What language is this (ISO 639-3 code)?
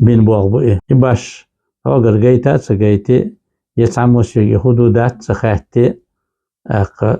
che